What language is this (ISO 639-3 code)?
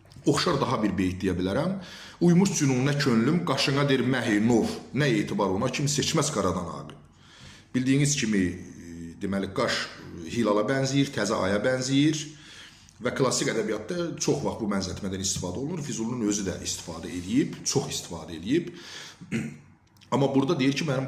aze